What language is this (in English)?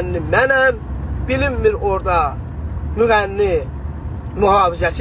Azerbaijani